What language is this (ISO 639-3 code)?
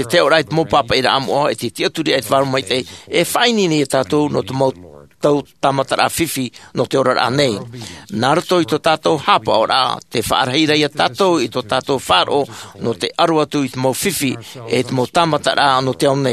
tah